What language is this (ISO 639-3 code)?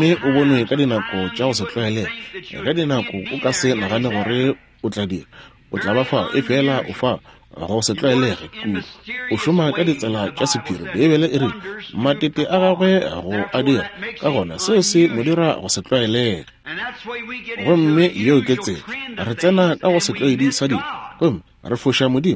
nso